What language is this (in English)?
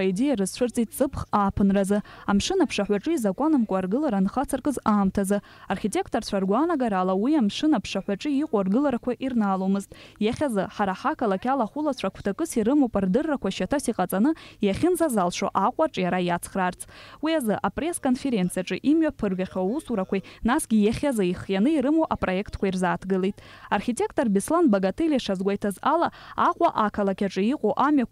Abkhazian